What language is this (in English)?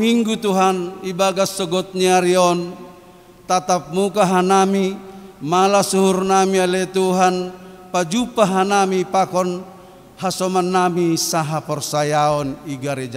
Batak Simalungun